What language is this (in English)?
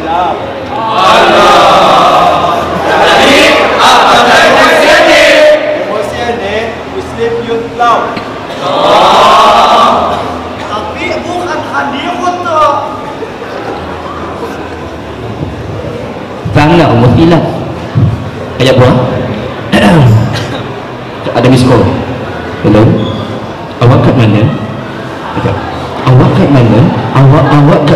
Malay